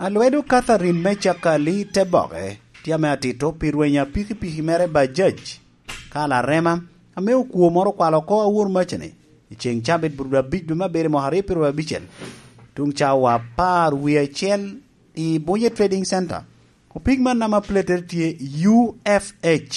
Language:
Lango (Uganda)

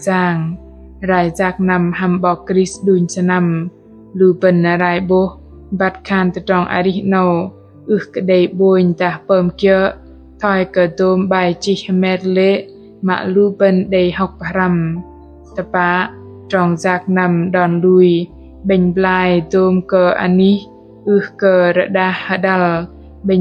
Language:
Bahnar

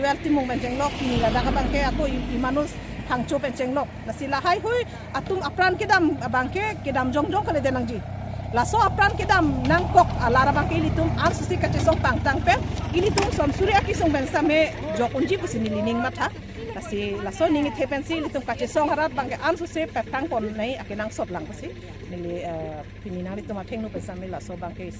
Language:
Karbi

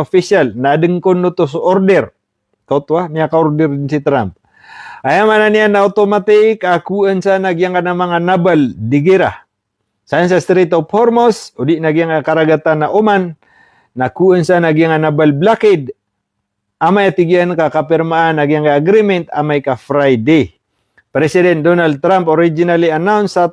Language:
Maranao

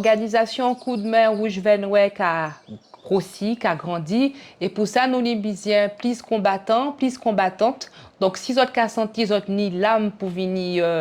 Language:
Guadeloupean Creole French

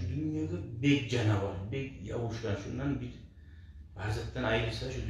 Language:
Kumyk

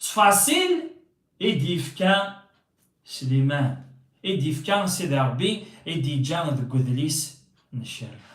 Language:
Kabyle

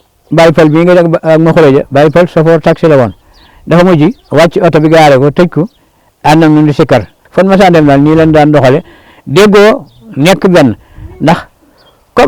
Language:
Wolof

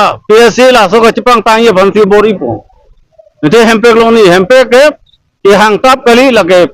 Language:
Karbi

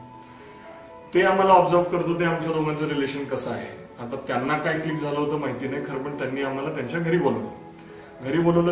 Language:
Marathi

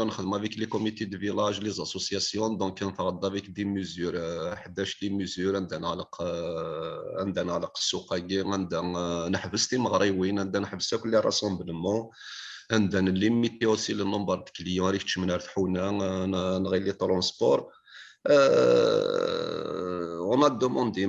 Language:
Kabyle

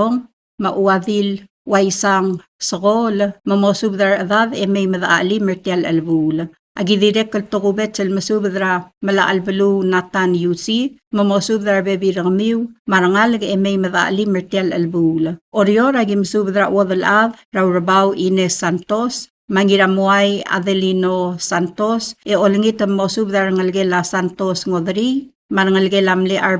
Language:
Palauan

